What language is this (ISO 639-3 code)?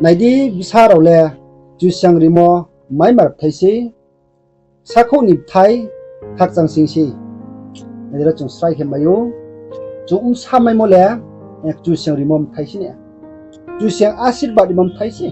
ria